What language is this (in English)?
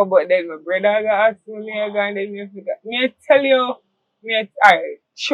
Jamaican Creole English